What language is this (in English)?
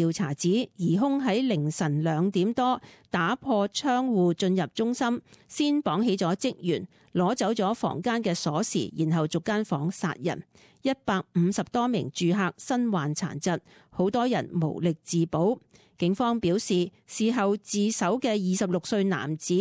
Cantonese